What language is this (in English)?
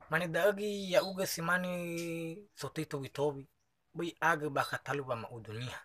Nias